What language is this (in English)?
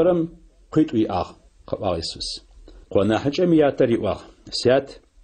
Adyghe